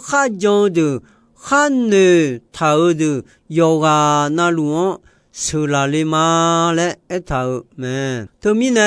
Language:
Akha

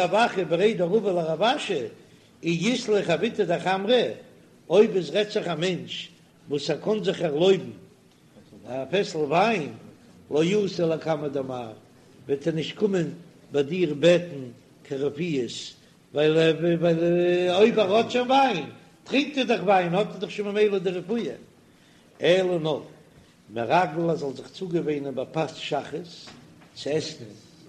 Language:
Yiddish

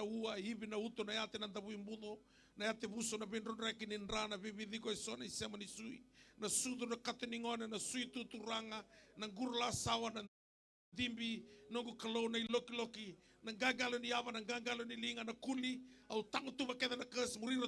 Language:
Fijian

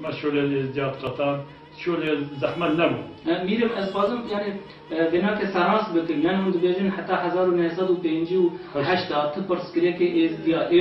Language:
Kurdish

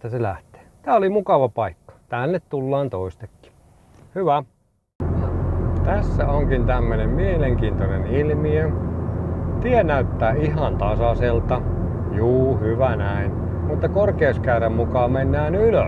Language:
Finnish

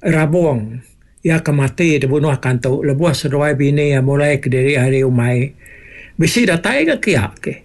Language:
Iban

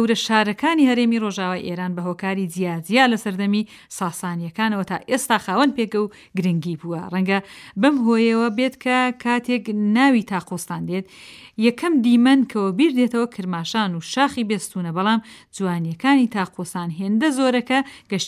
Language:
Central Kurdish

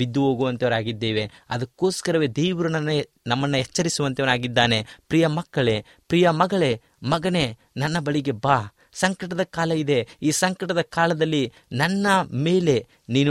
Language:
Kannada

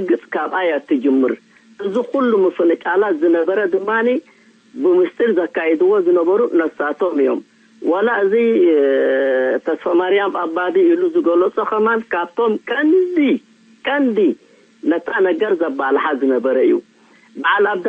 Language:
Tigrinya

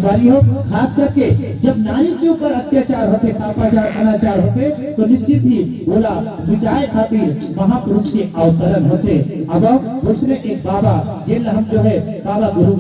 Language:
Chhattisgarhi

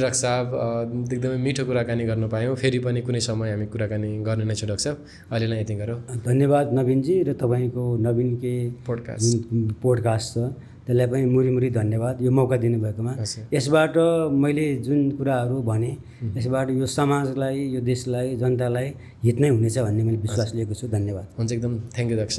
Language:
Nepali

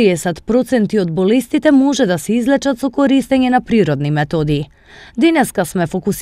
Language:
Macedonian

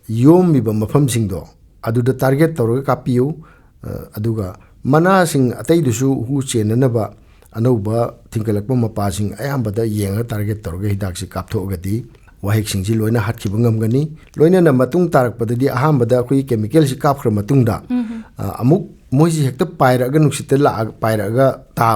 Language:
Manipuri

